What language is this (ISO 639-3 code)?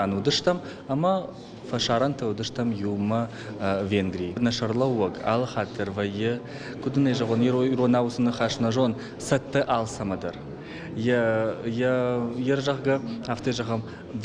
oss